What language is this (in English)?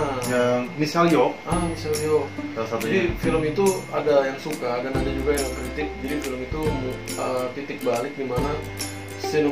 Indonesian